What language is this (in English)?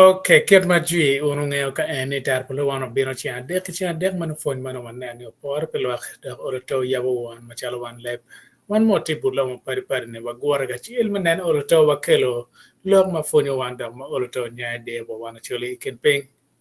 Acoli